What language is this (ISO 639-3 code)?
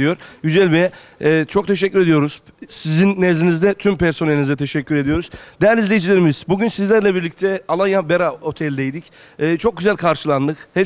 tur